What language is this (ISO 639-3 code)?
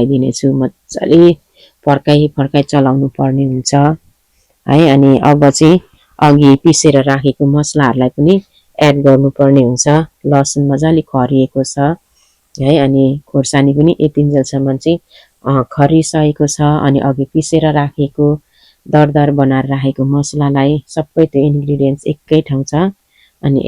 nep